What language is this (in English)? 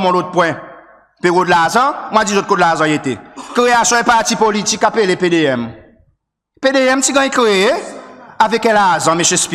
Seselwa Creole French